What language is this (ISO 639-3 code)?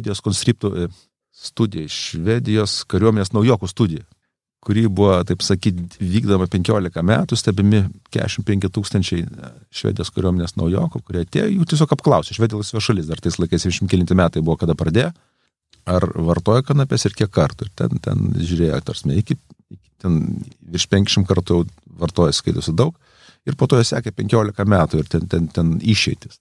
lit